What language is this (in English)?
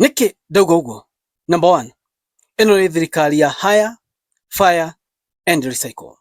Kikuyu